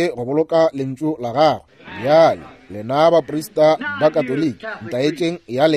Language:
Northern Sotho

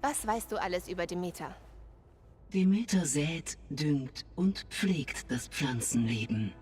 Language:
Bavarian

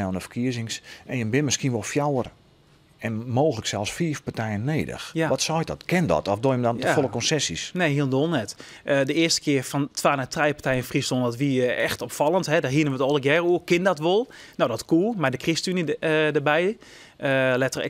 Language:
Western Frisian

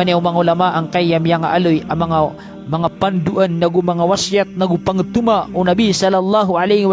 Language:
Maranao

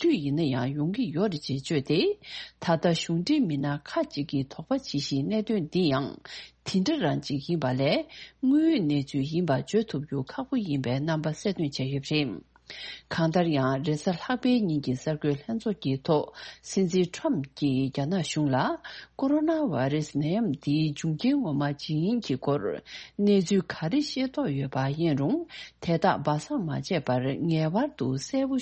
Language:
Tibetan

